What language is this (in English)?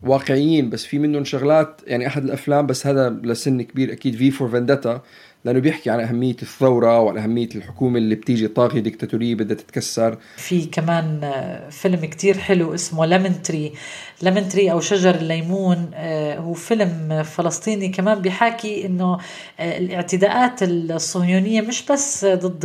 North Levantine Arabic